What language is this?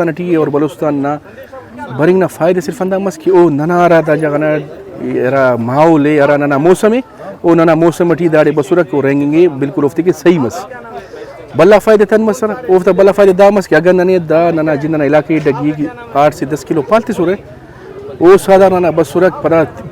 Brahui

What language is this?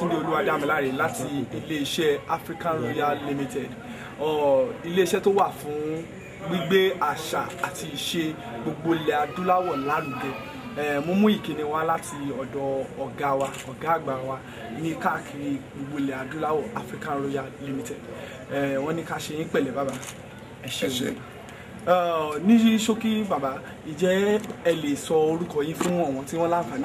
Yoruba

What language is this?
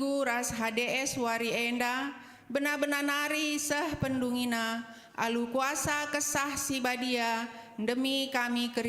Batak Karo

